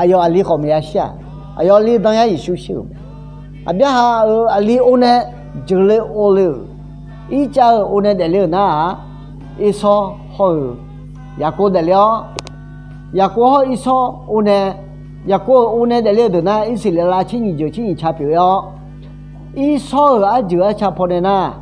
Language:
Akha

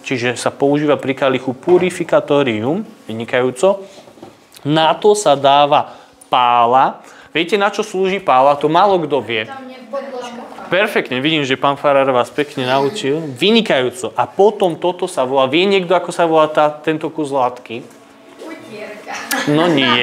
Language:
Slovak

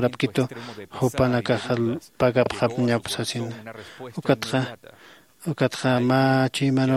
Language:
Aymara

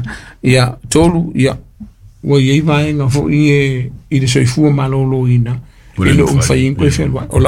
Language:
Samoan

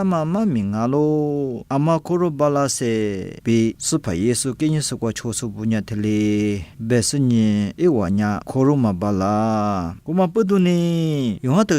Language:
Lisu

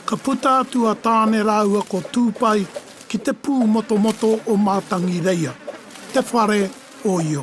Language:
Māori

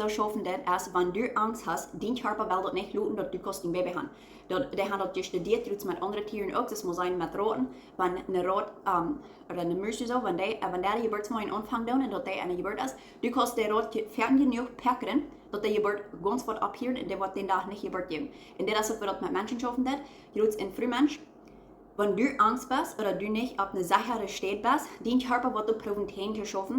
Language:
Plautdietsch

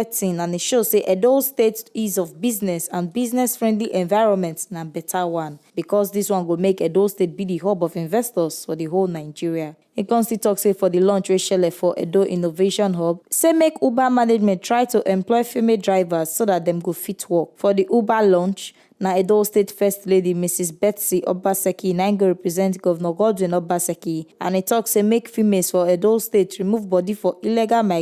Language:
Nigerian Pidgin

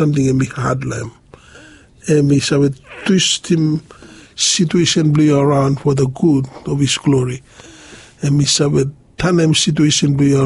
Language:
Bislama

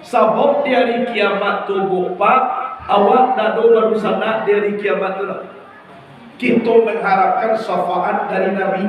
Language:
Minangkabau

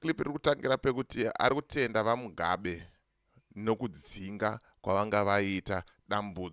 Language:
Shona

